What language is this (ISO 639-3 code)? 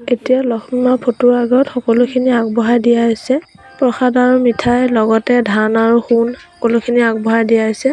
asm